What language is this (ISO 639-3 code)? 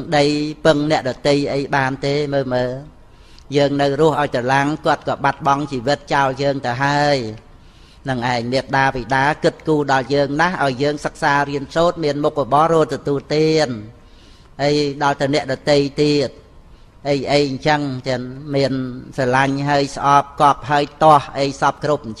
khm